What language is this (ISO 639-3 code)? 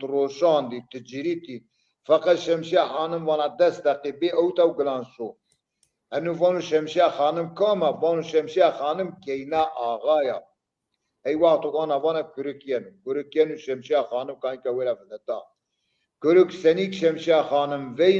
zza